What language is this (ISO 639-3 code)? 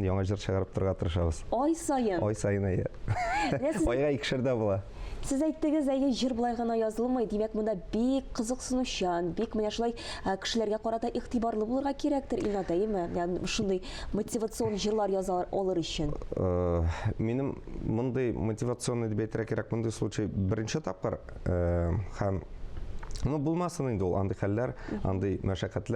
tat